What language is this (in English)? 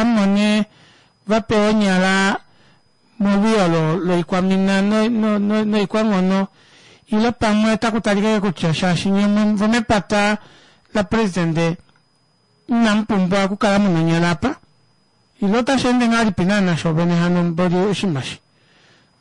Kuanyama